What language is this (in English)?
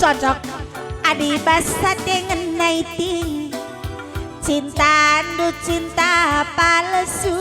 Batak Karo